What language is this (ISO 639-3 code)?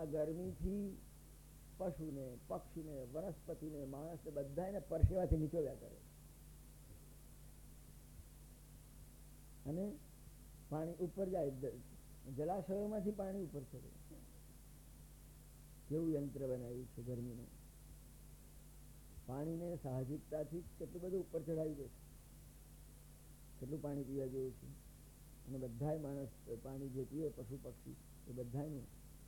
guj